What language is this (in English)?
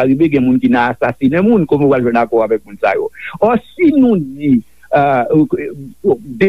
Haitian Creole